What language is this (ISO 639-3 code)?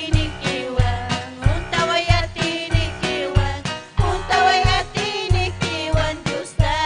quy